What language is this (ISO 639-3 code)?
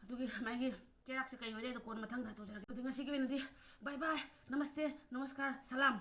mni